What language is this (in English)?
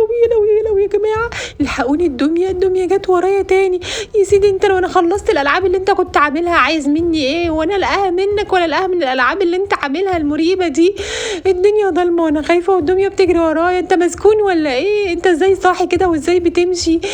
Egyptian Arabic